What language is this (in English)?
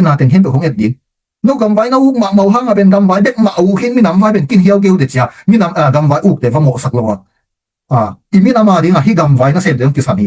Tedim Chin